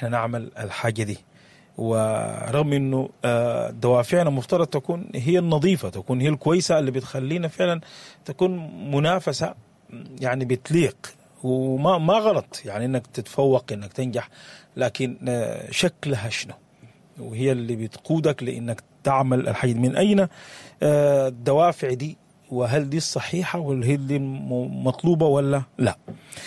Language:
Sudanese Arabic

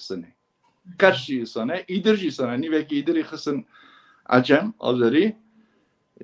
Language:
Kurdish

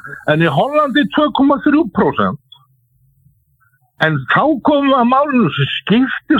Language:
Icelandic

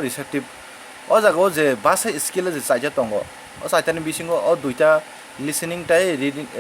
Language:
Kok Borok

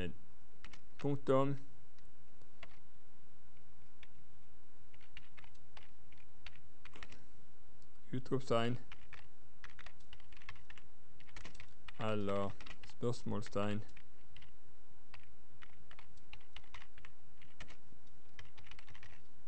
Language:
Norwegian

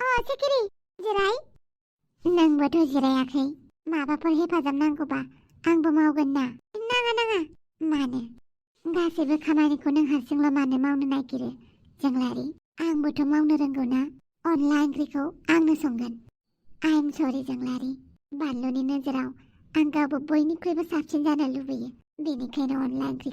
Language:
Bodo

